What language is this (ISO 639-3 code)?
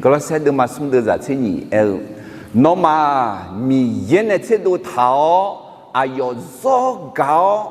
ahk